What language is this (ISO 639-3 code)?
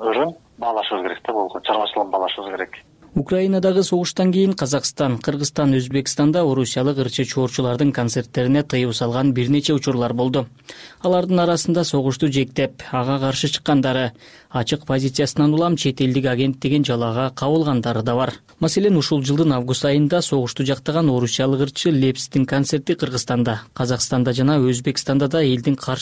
kir